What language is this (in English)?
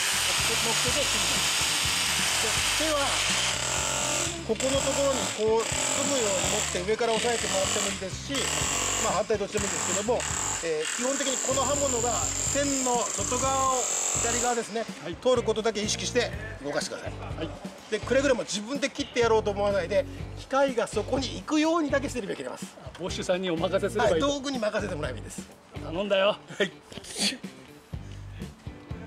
Japanese